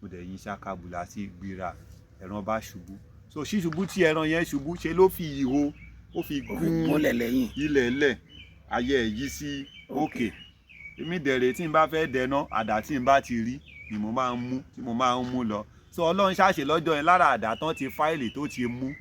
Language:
Yoruba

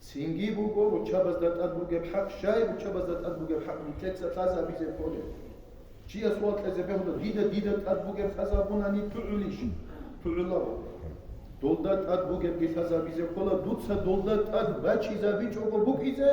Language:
Avaric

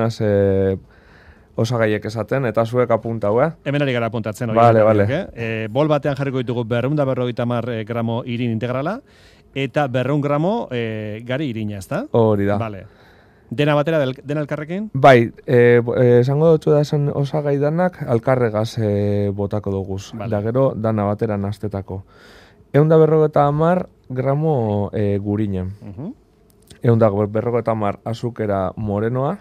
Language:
Basque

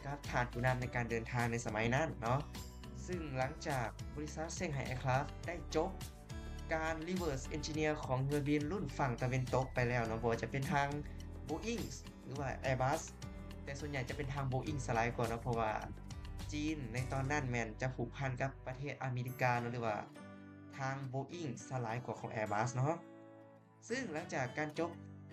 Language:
Lao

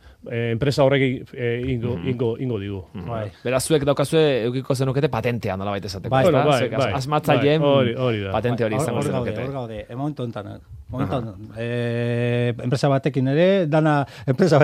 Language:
Basque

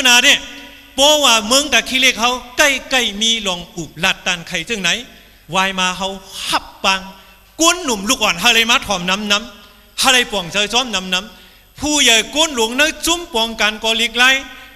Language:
Shan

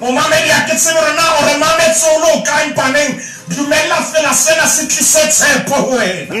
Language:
Southern Sotho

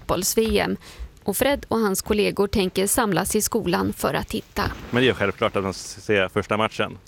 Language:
Swedish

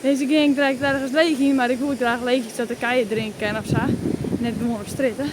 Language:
Western Frisian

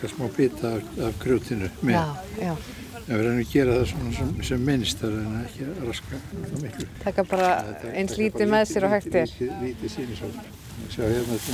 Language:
Icelandic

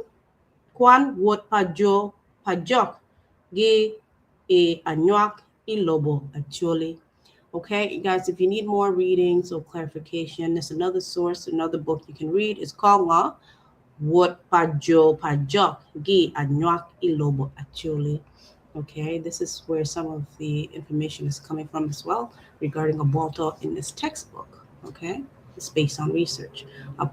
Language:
Acoli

